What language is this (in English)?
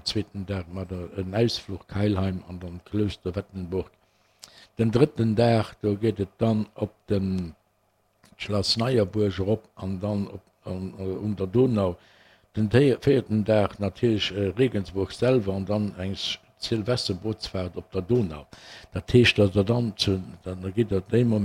Luxembourgish